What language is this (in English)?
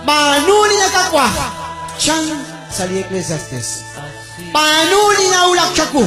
Kekchí